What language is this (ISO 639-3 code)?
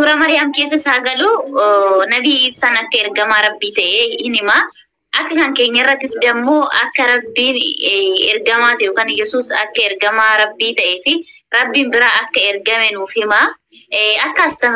orm